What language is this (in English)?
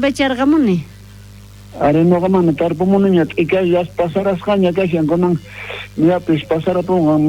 South Bolivian Quechua